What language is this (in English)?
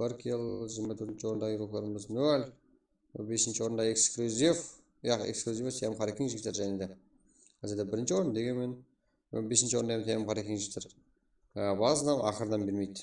Kara-Kalpak